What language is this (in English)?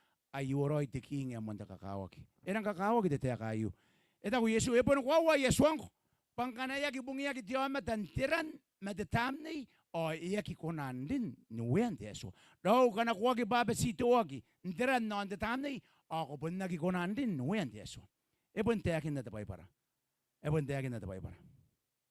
Gilbertese